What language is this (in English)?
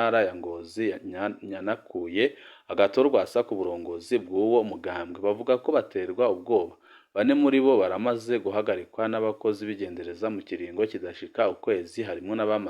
Rundi